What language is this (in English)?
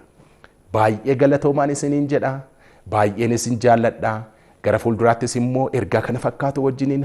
Oromo